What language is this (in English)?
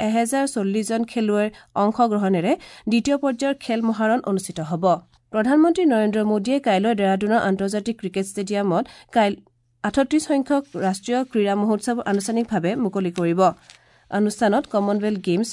Assamese